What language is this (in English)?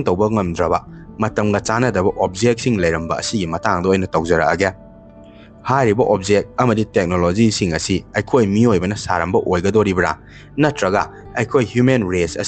Manipuri